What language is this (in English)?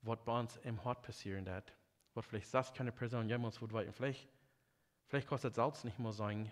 Plautdietsch